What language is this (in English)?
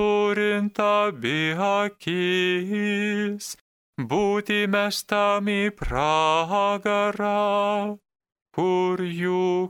Lithuanian